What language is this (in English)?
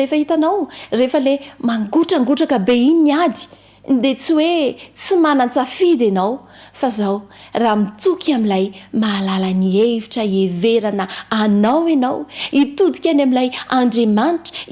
Malagasy